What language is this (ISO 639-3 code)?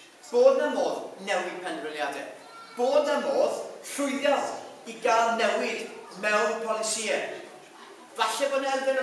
cym